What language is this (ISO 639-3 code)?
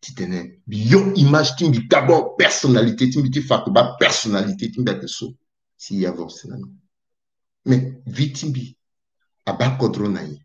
sag